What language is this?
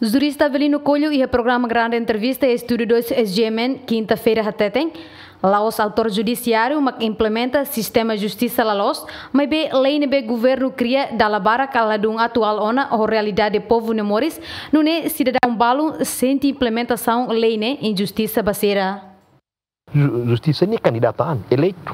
Tetum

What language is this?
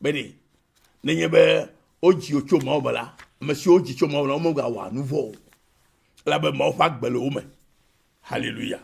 Ewe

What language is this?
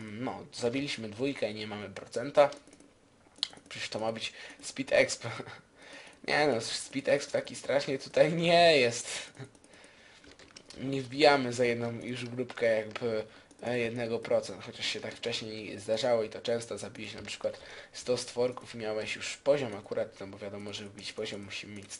Polish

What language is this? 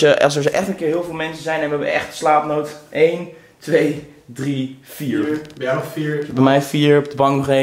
Dutch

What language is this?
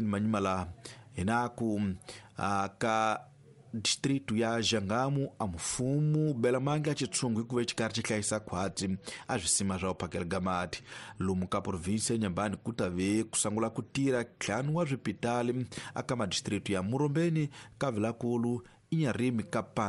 Tsonga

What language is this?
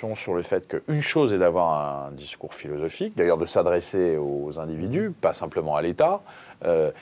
French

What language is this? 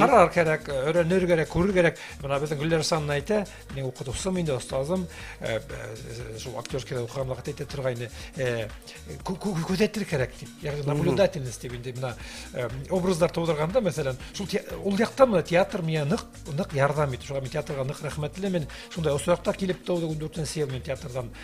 Bashkir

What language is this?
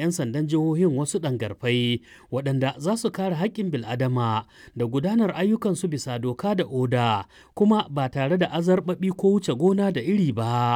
Hausa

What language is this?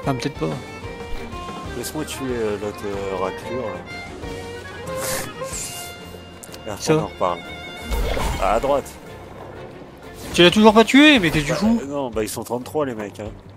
French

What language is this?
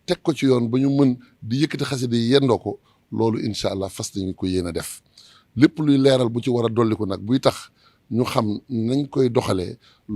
Wolof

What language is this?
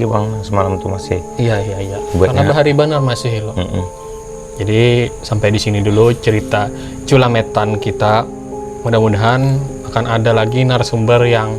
Banjar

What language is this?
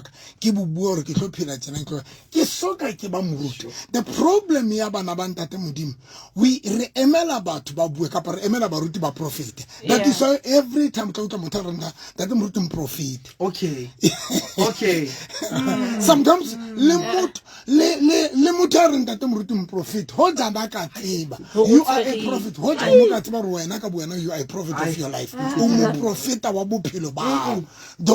Southern Sotho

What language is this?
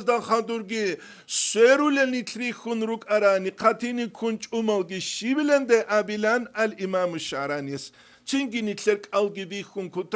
Avaric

